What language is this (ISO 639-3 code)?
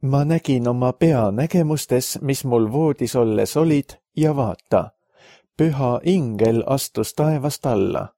est